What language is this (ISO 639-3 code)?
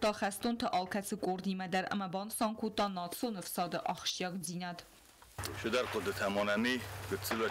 oss